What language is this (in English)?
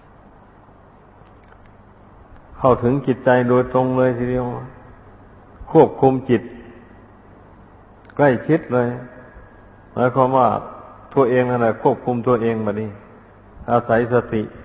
Thai